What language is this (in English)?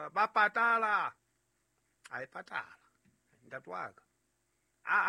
Southern Sotho